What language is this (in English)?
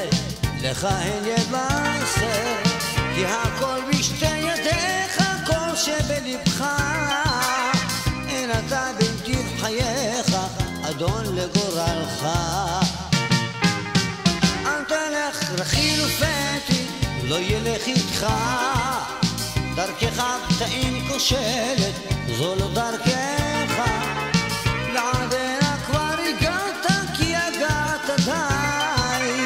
Hebrew